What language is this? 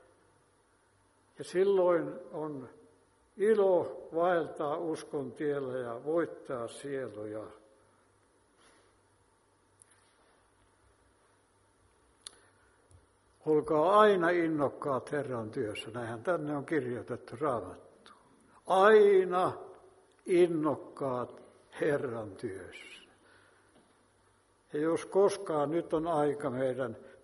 Finnish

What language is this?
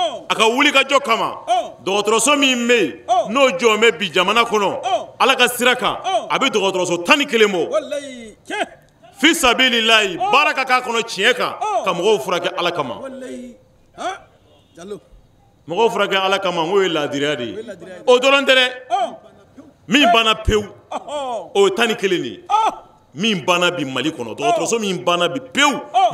Bambara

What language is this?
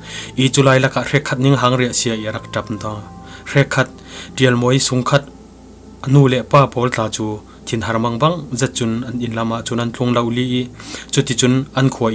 Falam Chin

